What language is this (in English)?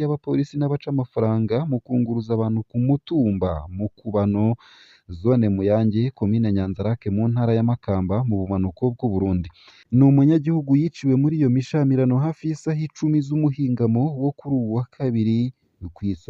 Rundi